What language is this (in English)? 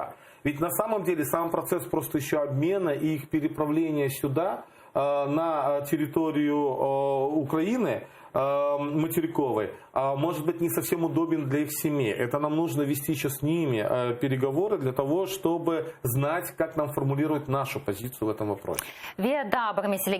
Crimean Tatar